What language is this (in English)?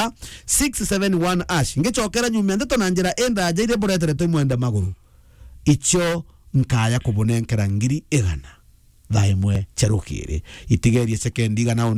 Meru